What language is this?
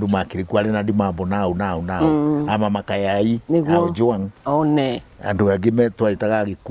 Kikuyu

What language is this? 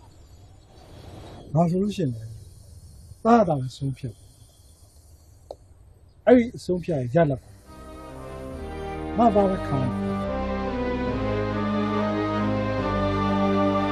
Burmese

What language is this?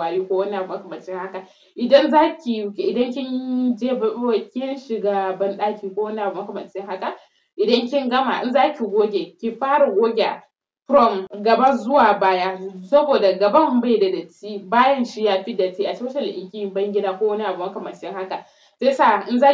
Hausa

